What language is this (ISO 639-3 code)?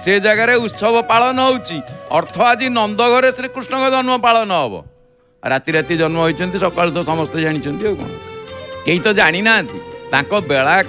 ori